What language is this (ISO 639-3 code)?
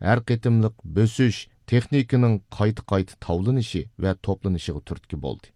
uig